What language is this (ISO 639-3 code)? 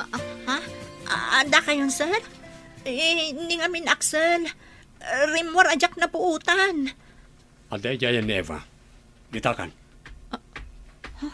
ilo